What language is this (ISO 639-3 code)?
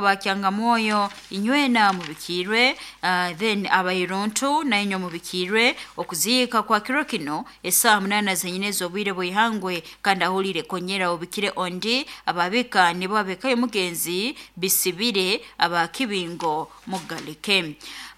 nyo